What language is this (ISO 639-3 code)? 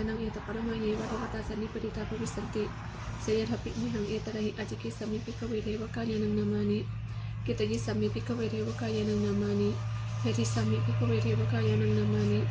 pli